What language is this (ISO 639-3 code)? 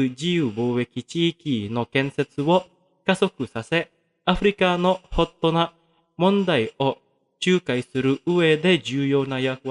jpn